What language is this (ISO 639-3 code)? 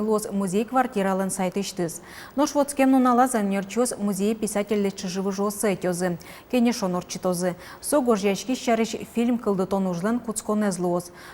udm